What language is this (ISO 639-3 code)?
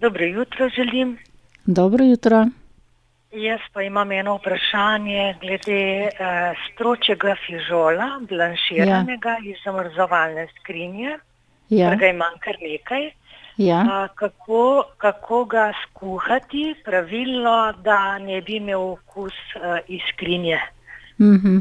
slv